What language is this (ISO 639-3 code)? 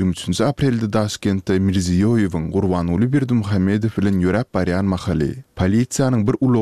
tuk